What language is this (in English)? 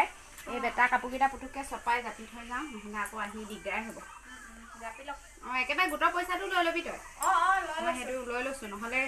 Assamese